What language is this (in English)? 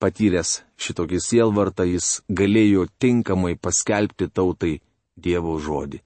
Lithuanian